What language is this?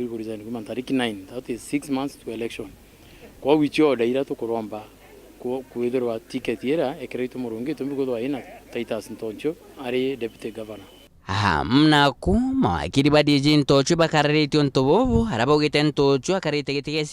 Meru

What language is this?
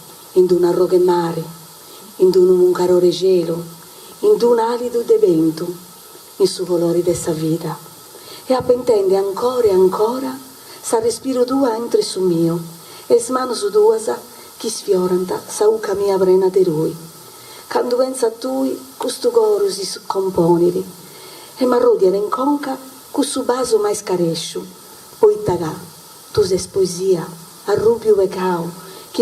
Sardinian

